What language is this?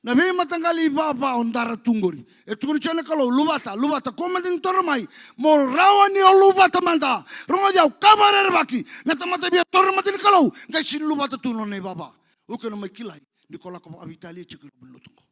Fijian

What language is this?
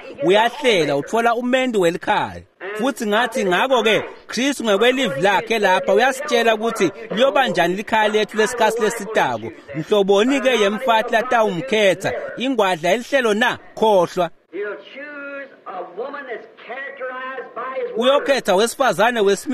Swati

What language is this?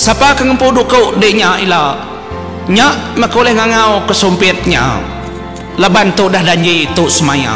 Iban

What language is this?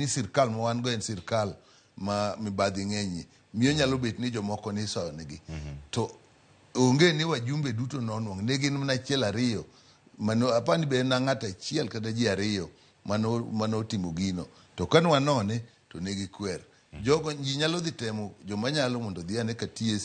Luo (Kenya and Tanzania)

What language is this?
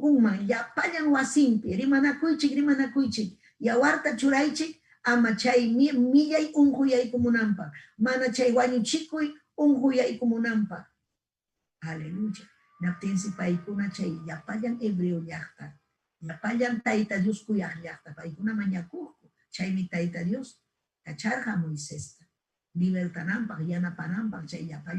Ayacucho Quechua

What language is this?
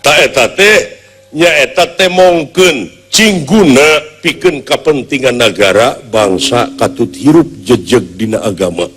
Sundanese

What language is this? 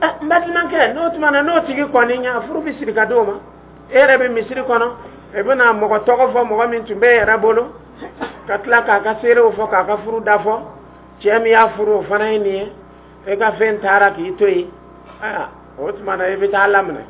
Dyula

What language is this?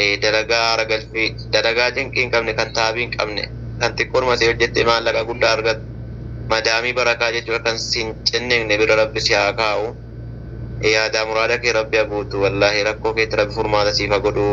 Oromo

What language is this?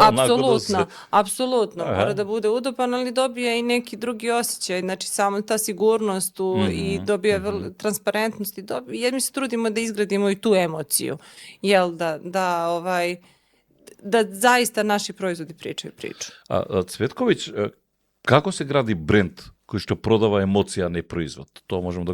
Macedonian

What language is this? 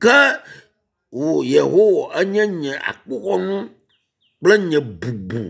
Ewe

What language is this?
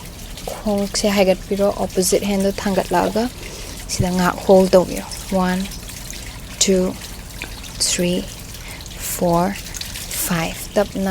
Manipuri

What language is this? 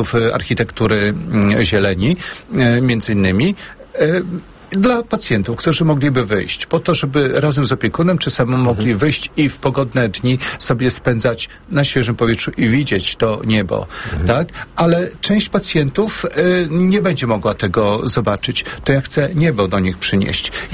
Polish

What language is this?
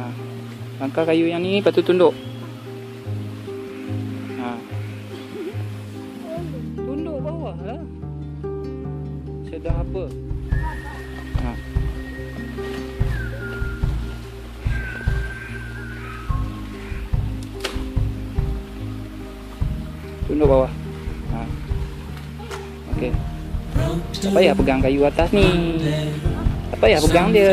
Malay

